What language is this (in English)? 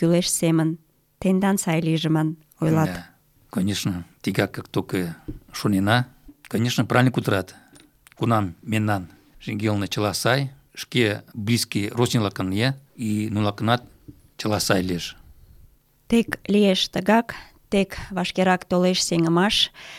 Mari